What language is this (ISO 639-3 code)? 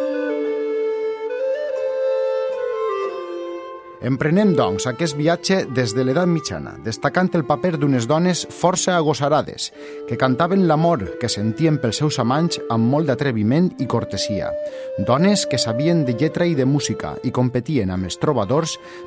cat